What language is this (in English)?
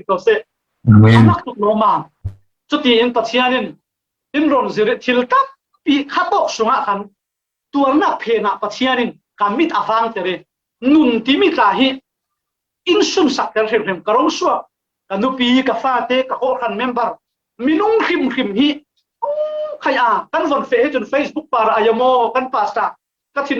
Falam Chin